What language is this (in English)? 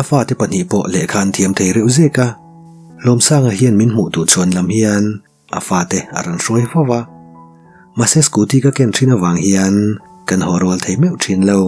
Mizo